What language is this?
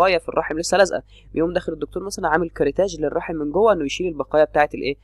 Egyptian Arabic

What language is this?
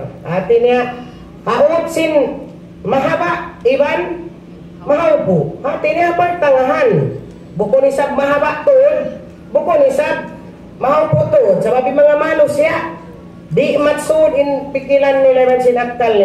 Tausug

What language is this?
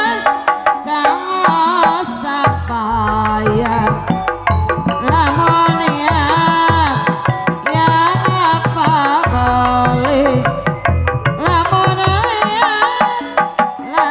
Sundanese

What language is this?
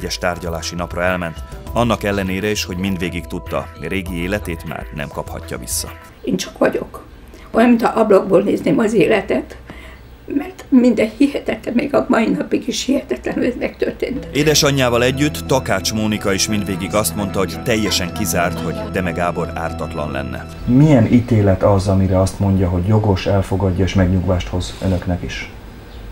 Hungarian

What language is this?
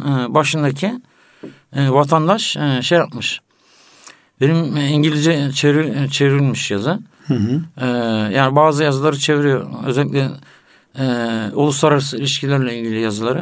Turkish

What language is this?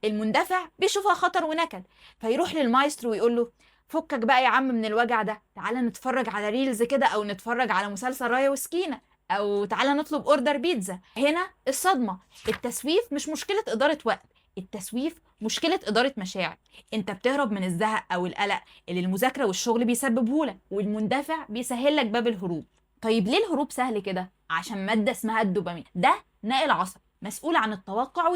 Egyptian Arabic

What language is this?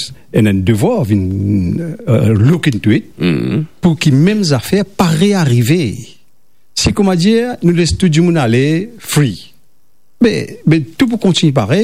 Morisyen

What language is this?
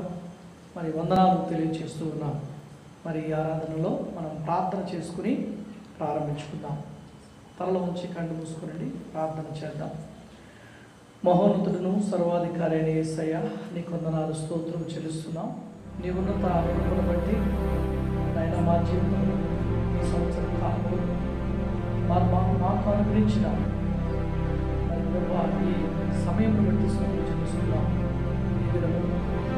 Telugu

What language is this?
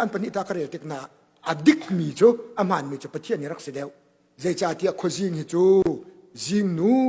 Hakha Chin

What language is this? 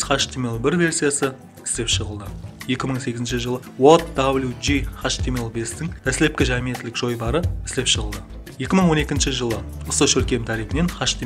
Kara-Kalpak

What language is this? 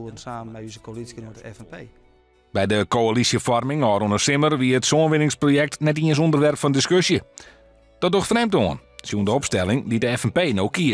Western Frisian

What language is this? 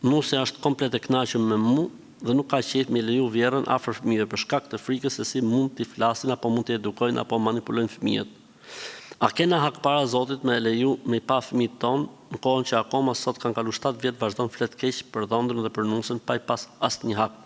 Albanian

